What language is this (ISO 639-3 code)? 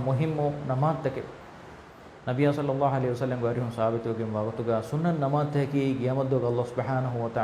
div